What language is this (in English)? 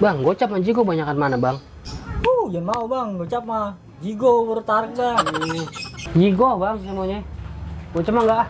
Betawi